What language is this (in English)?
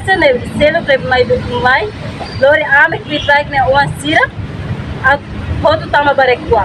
Tetum